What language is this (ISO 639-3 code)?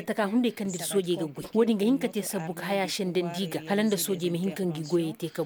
ses